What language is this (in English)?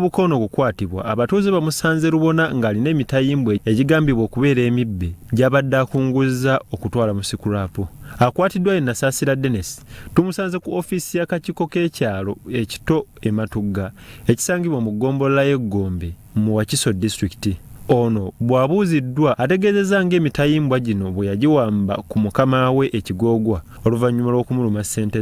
Ganda